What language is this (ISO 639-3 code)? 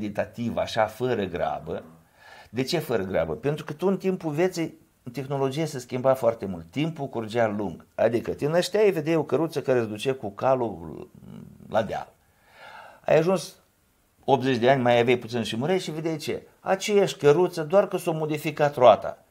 ron